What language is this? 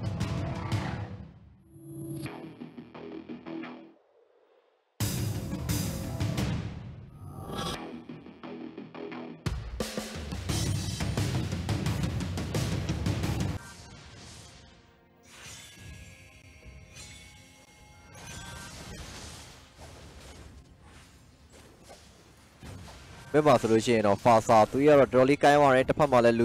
Burmese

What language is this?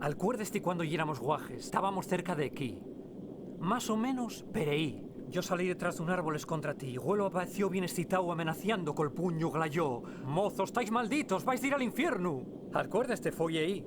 Asturian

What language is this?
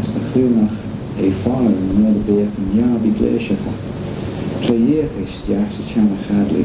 Manx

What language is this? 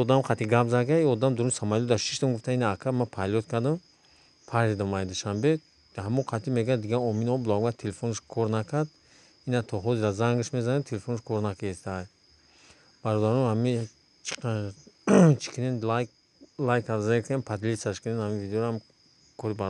Tajik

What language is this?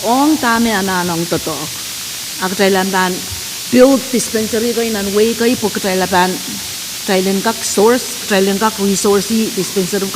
Pohnpeian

